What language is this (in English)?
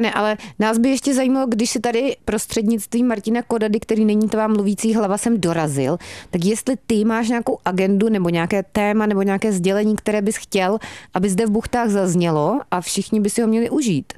Czech